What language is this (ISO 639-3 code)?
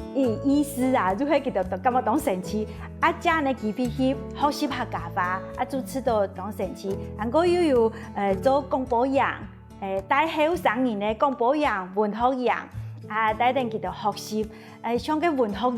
hak